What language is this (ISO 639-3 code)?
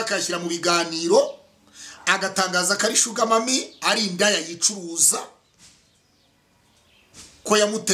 kin